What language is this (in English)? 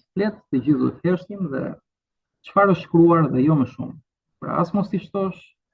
Albanian